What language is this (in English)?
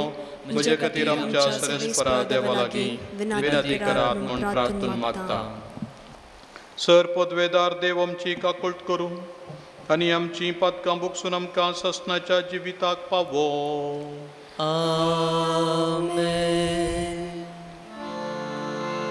Konkani